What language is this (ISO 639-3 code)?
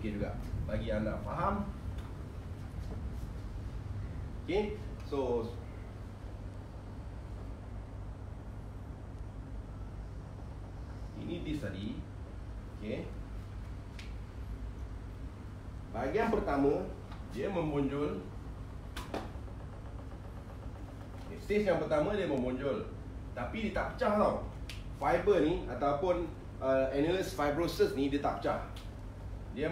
msa